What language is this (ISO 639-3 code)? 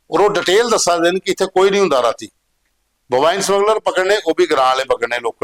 doi